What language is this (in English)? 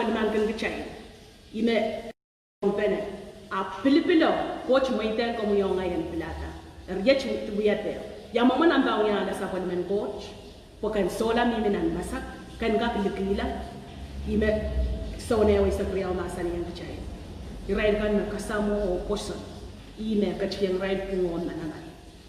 Pohnpeian